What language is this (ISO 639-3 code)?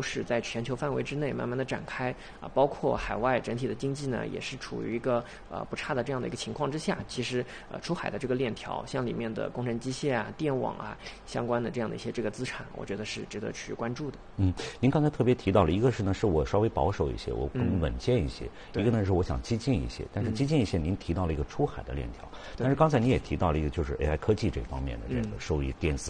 zho